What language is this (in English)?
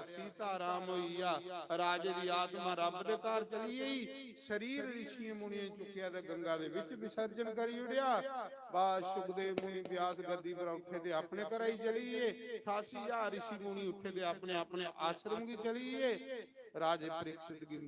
Dogri